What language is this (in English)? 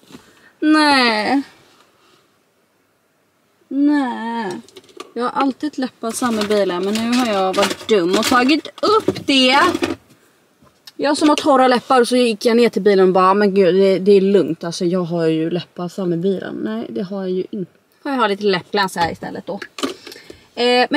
Swedish